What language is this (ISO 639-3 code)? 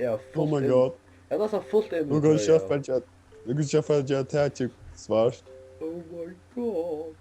fao